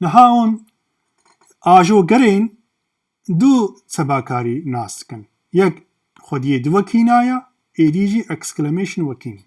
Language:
Kurdish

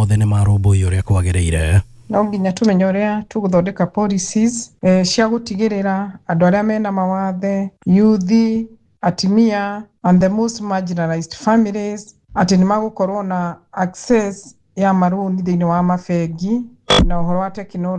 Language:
Kikuyu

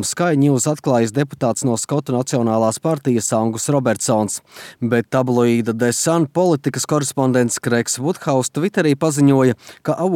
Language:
Latvian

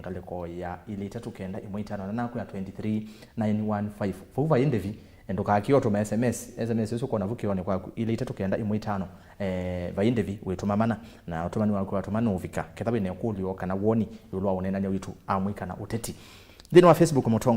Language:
Kamba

